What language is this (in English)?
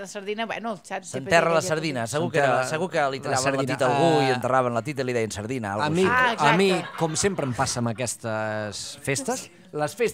Catalan